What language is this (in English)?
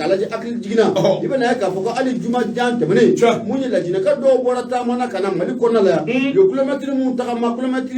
Bambara